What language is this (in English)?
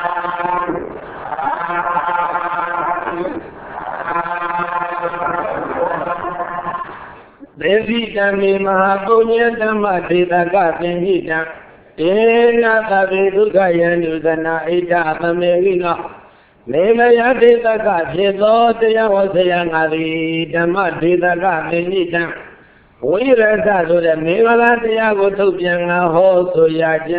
Burmese